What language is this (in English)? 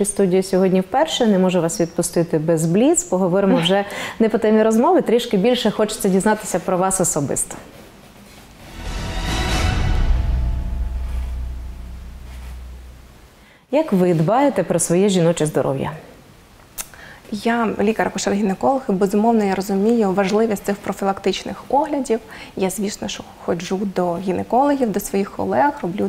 Ukrainian